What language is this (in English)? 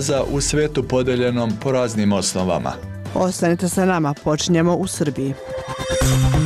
Serbian